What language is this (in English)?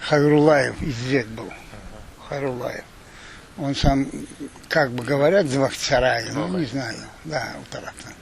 Crimean Tatar